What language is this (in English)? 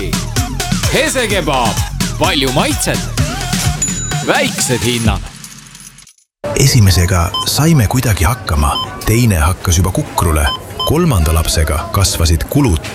Estonian